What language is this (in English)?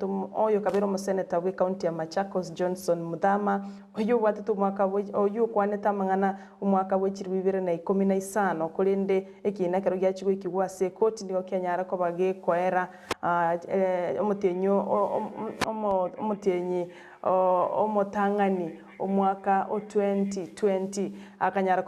Gusii